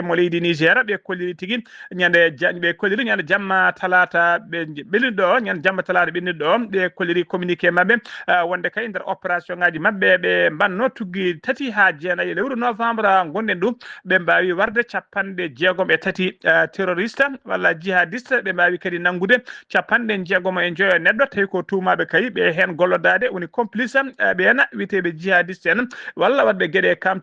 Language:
Fula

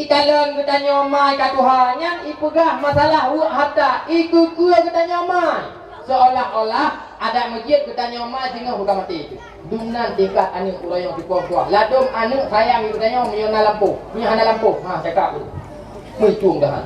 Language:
Achinese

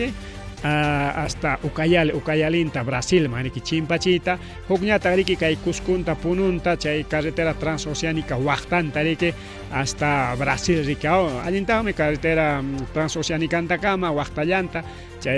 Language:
Ayacucho Quechua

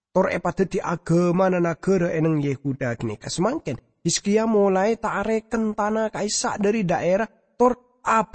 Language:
Madurese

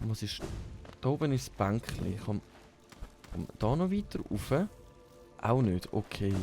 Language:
Swiss German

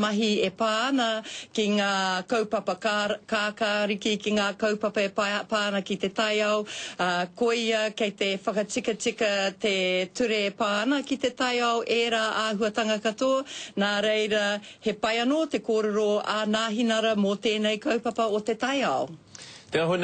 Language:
Māori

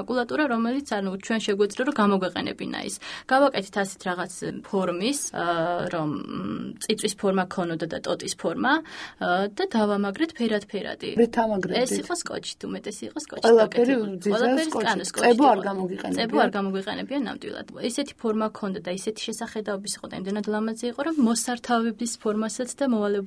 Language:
Georgian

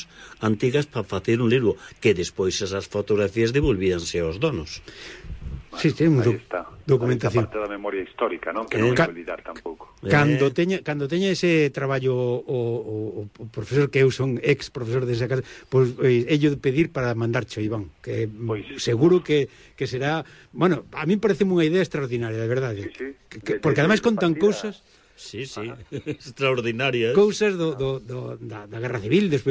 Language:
Galician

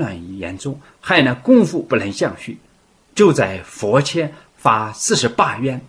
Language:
Chinese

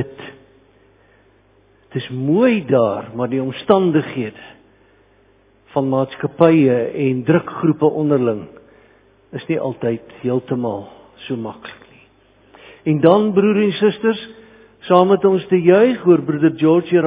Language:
Afrikaans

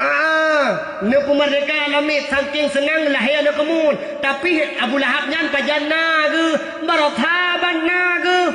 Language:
Achinese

